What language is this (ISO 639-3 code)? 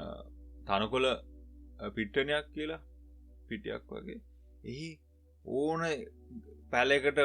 sin